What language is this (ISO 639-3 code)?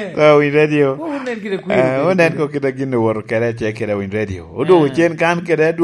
laj